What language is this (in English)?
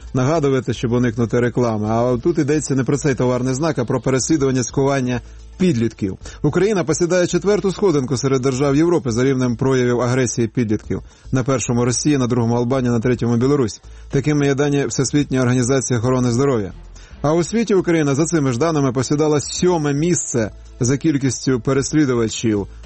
Ukrainian